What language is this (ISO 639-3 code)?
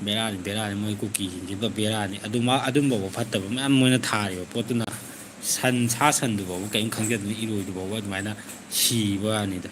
mni